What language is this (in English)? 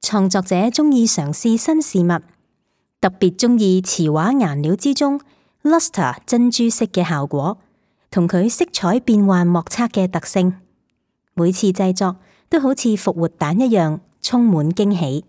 Cantonese